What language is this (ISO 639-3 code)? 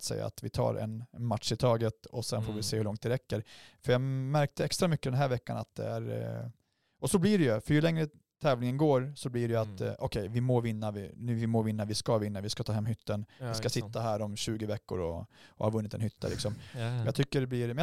swe